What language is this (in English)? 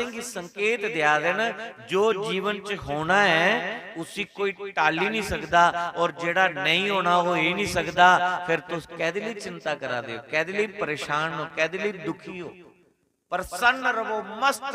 Dogri